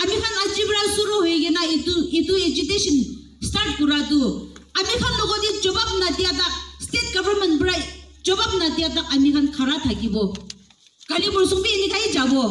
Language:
Naga Pidgin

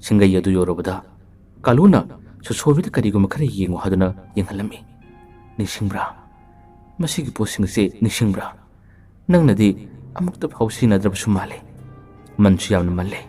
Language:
Manipuri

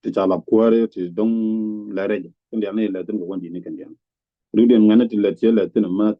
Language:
Nuer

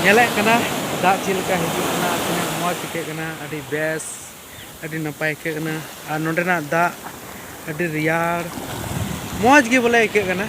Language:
Santali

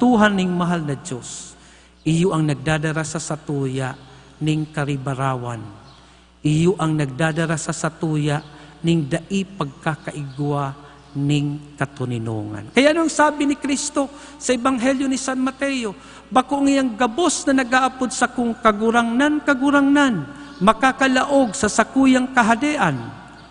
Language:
Bikol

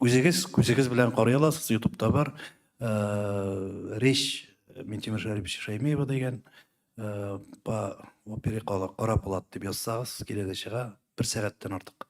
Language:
Tatar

